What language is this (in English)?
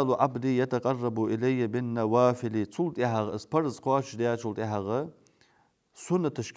Ingush